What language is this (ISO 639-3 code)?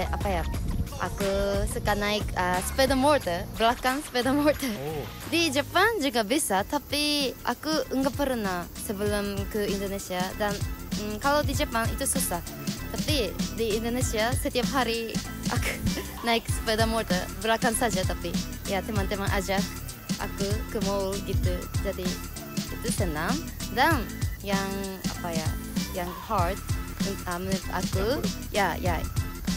ind